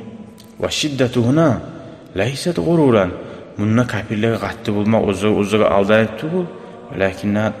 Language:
Kumyk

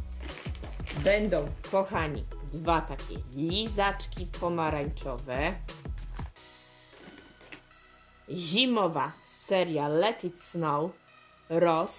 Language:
Polish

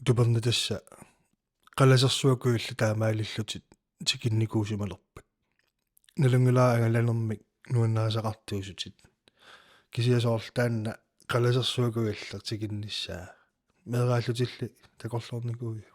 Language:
Kalaallisut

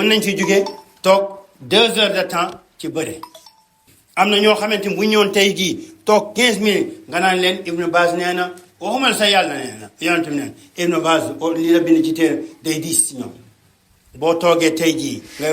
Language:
Wolof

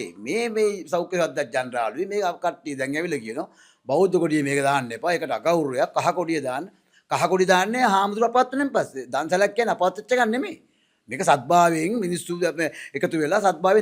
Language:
Sinhala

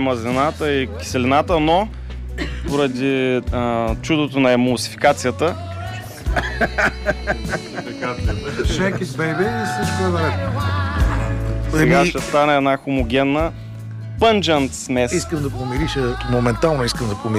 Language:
Bulgarian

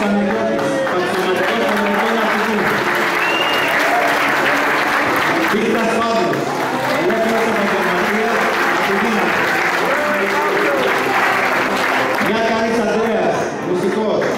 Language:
Greek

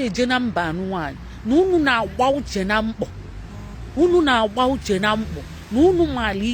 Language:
Igbo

